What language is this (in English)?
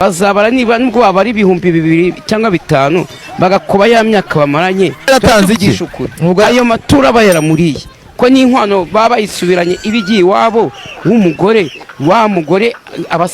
Kinyarwanda